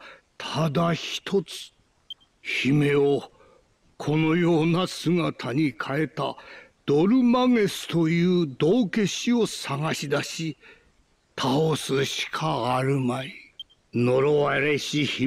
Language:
Japanese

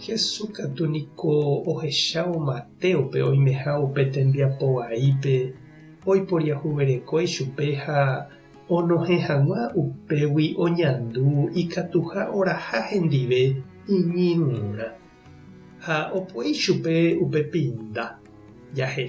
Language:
Guarani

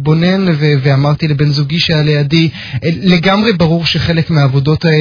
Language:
Hebrew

